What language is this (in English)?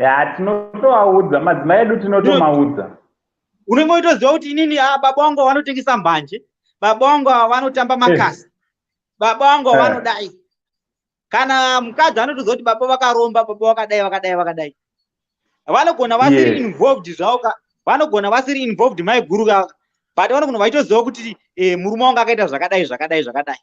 Shona